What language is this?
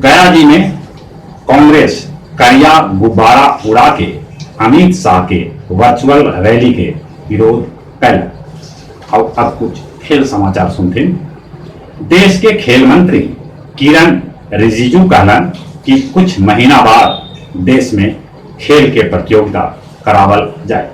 Magahi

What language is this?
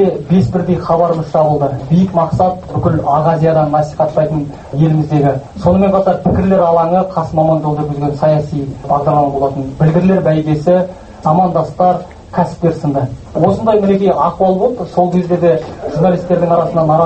Kazakh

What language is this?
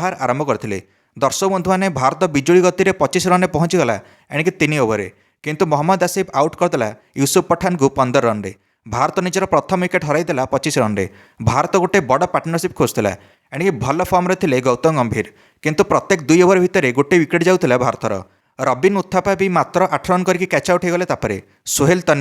Odia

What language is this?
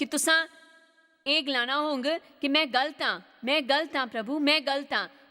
Dogri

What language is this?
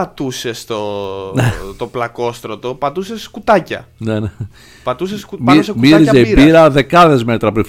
Greek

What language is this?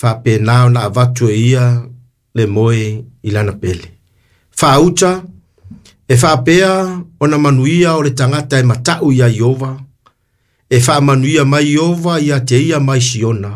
Samoan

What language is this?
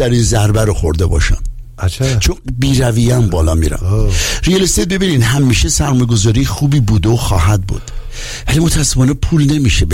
Persian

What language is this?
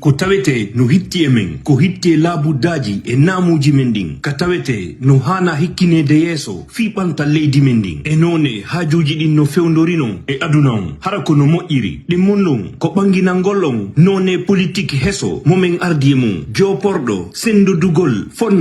Fula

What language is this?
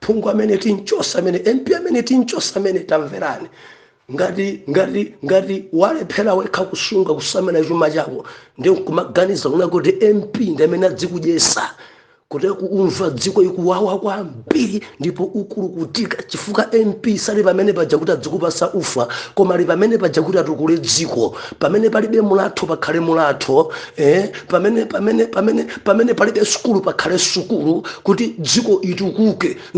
Nyanja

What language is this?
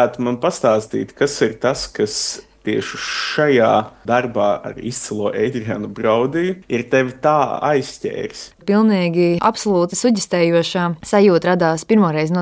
Latvian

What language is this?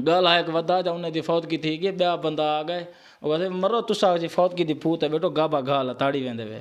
Saraiki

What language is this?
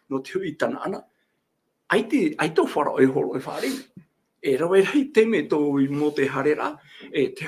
Tahitian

